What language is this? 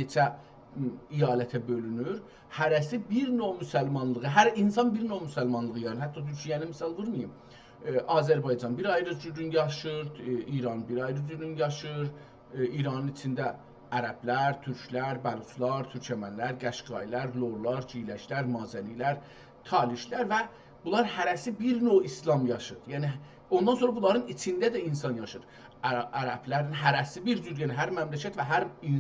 South Azerbaijani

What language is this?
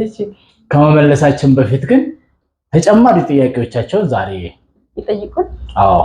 Amharic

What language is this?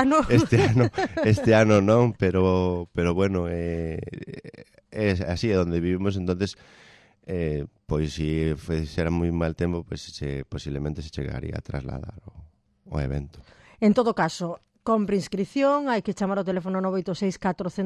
Galician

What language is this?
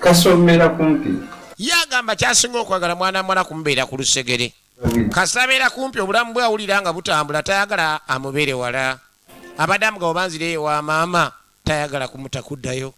Ganda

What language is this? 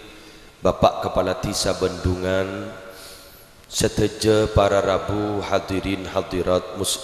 Madurese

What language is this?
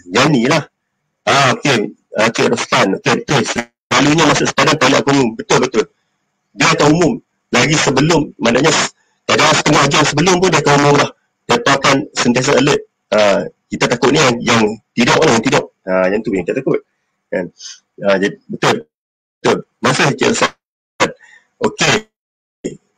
Malay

